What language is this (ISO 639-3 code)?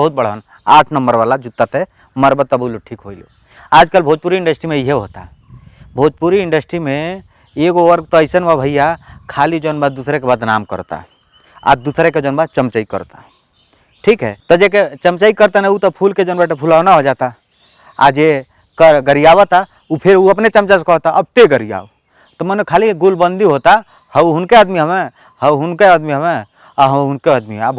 bho